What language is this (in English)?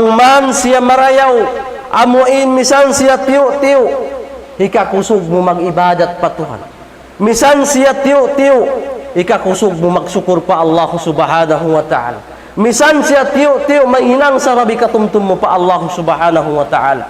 Tausug